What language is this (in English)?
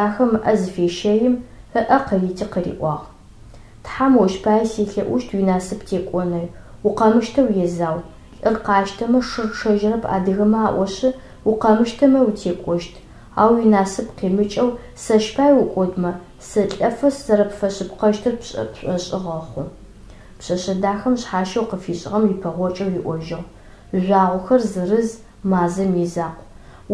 Adyghe